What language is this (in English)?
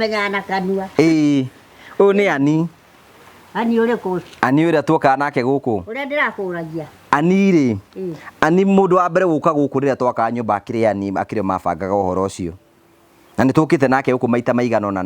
Kikuyu